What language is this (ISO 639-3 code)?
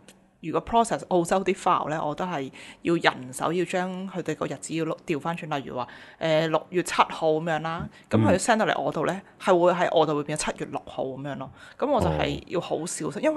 yue